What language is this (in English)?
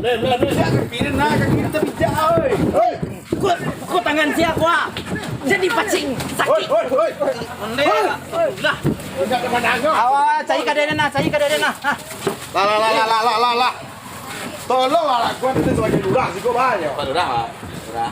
Minangkabau